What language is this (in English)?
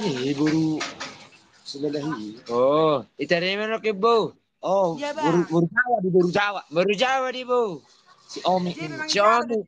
Batak Toba